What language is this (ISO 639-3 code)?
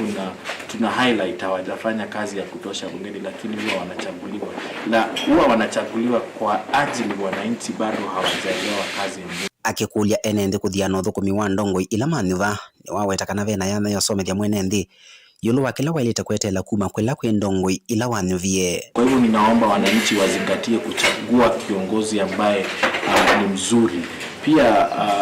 kam